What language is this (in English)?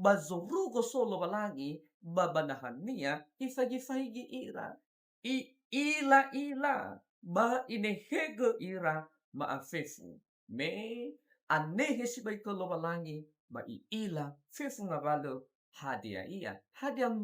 Nias